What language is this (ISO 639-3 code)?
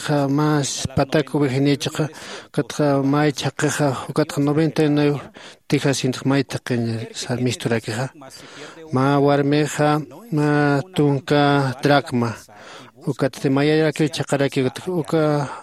aym